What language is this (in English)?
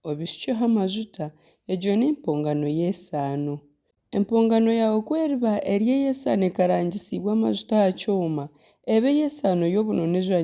Nyankole